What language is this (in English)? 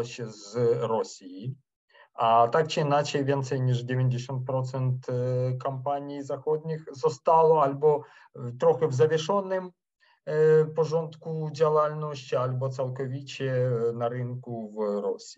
Polish